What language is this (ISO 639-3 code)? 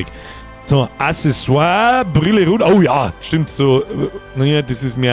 bar